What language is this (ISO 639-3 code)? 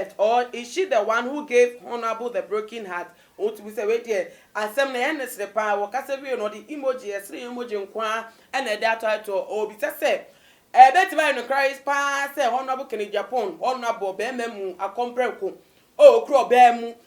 aka